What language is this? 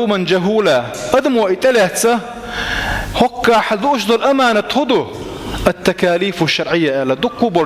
Chechen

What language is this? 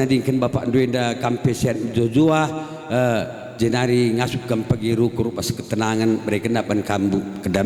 Batak Karo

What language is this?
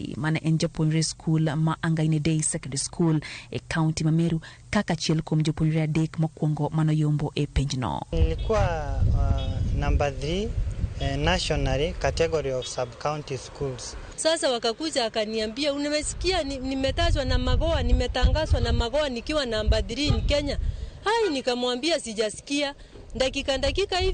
Luo (Kenya and Tanzania)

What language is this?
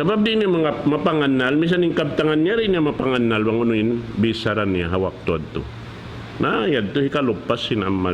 Tausug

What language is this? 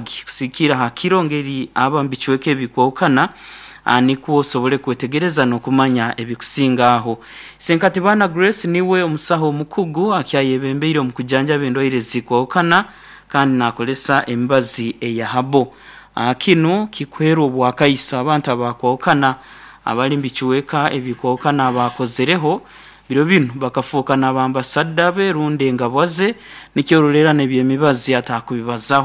Nyoro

